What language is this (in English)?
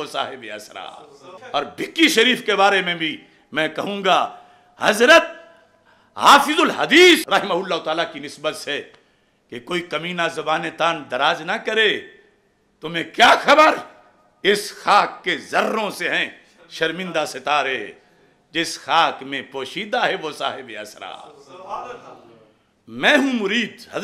Urdu